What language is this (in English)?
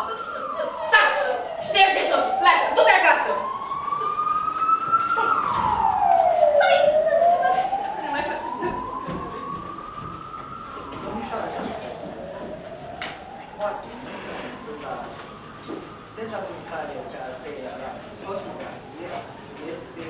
Romanian